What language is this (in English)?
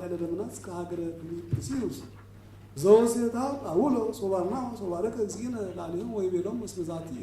Geez